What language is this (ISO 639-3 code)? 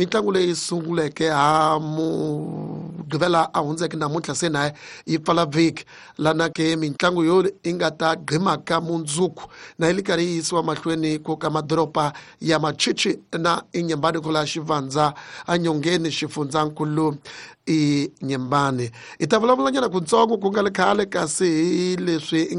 tso